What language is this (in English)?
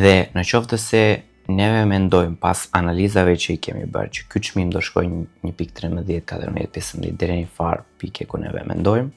Albanian